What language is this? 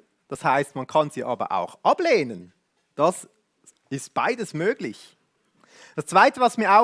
Swiss German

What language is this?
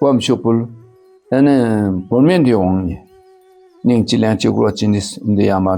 Dakpakha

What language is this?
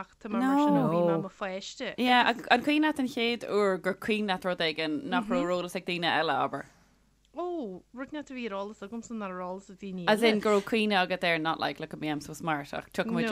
Irish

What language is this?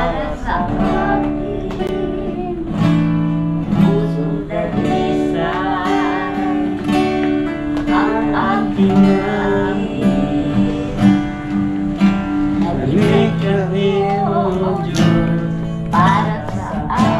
Filipino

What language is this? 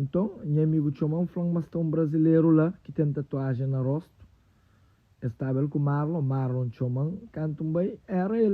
Kabuverdianu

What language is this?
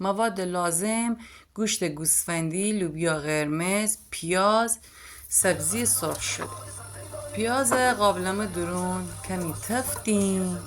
Gilaki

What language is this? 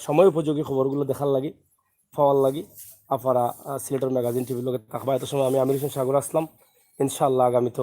Sylheti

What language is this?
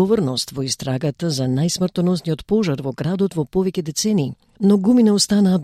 Macedonian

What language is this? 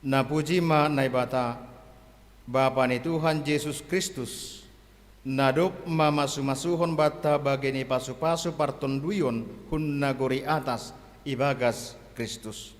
Batak Simalungun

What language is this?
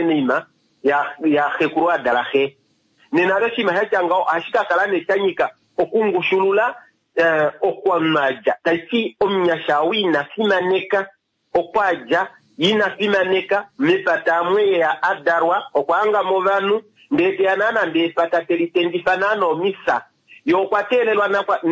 Kuanyama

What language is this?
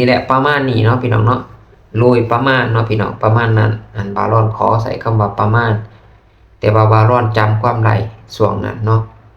Lao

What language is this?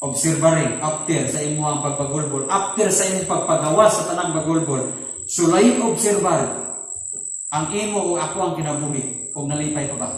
Cebuano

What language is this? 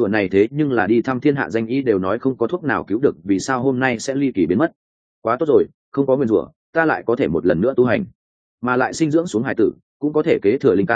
Vietnamese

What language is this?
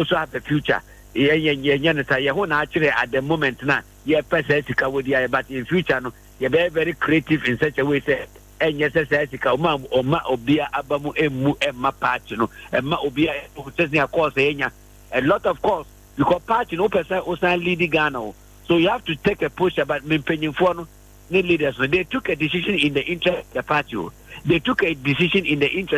Akan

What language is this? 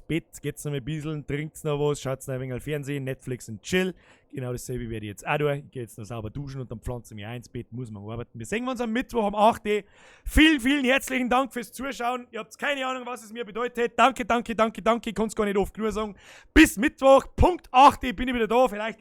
Bavarian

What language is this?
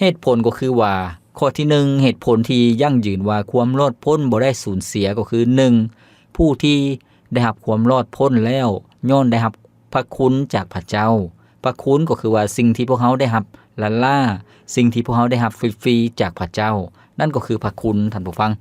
Lao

